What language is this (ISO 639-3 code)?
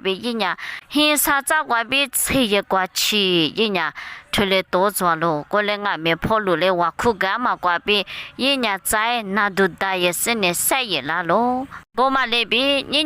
lis